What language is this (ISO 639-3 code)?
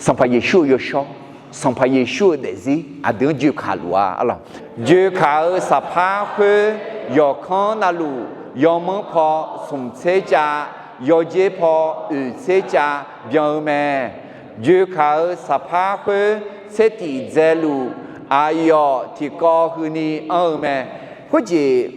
ahk